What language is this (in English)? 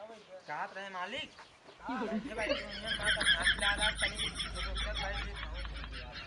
Awadhi